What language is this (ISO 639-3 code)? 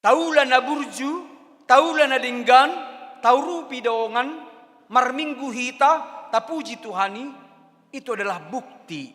bbc